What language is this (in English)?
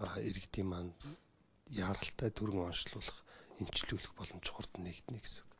Mongolian